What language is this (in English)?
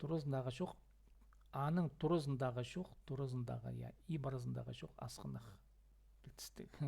Khakas